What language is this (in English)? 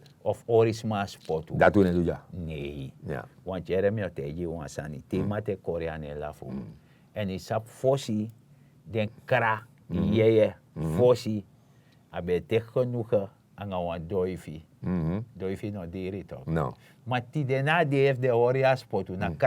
Sranan Tongo